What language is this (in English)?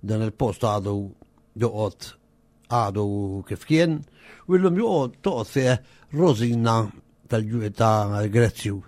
Maltese